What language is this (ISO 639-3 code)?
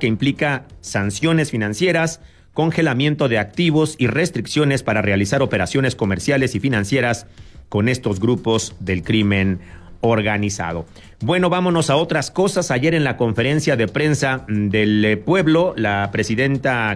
spa